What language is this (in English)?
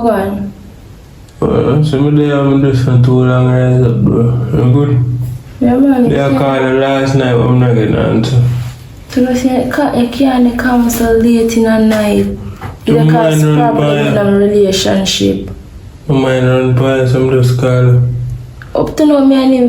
Jamaican Creole English